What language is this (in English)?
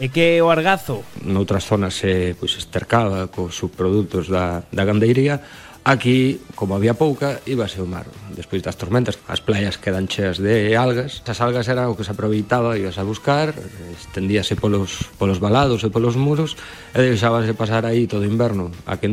Galician